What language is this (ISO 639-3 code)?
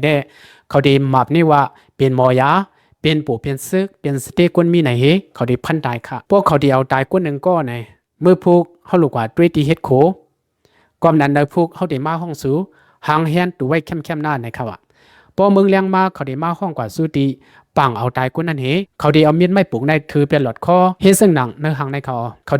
lao